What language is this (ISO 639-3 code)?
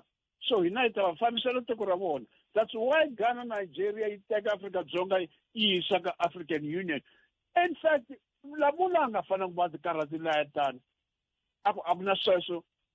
tso